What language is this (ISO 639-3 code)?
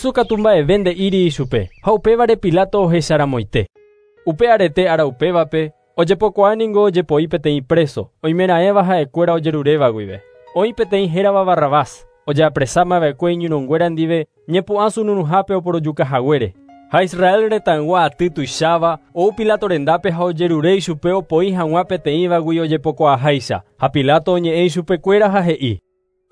grn